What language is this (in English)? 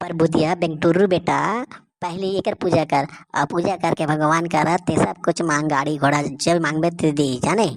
Chhattisgarhi